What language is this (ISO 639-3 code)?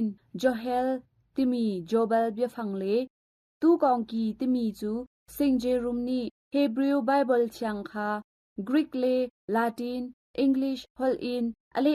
cnh